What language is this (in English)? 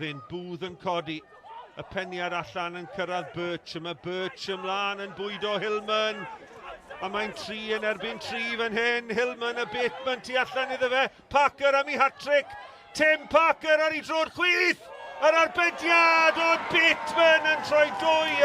Welsh